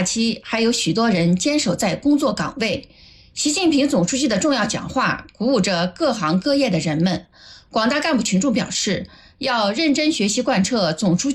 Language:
Chinese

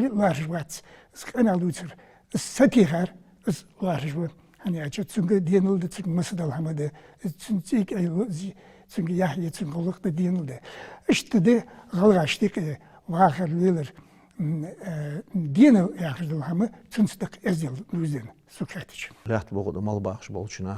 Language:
Ingush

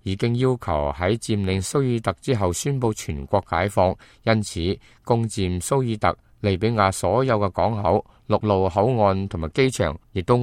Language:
Cantonese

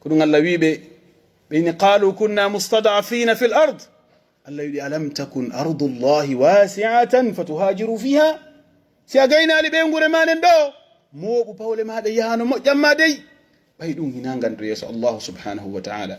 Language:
Pular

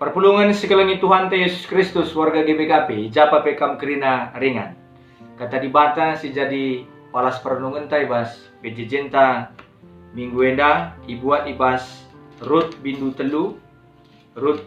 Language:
Batak Karo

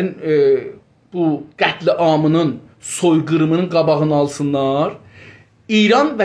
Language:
South Azerbaijani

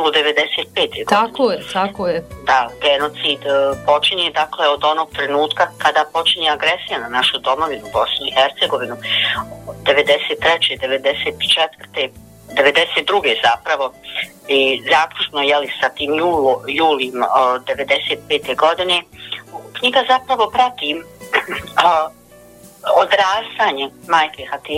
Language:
Bosnian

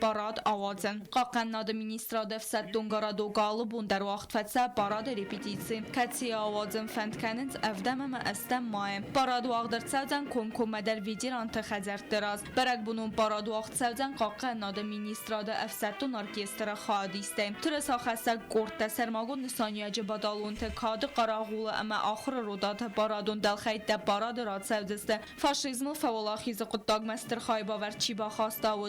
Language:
Ossetic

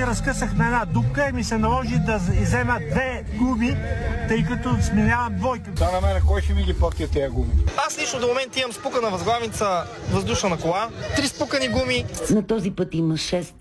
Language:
Bulgarian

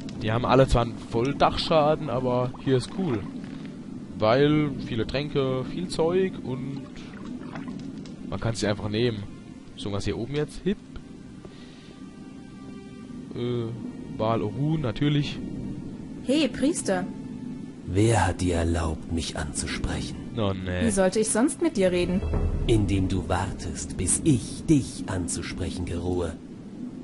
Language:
German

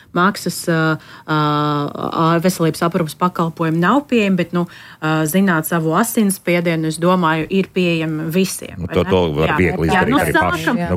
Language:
Latvian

